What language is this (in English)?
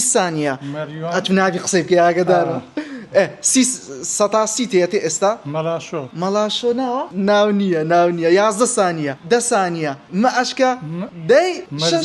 Central Kurdish